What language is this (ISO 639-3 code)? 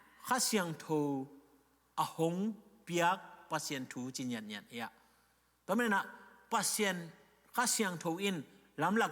ctd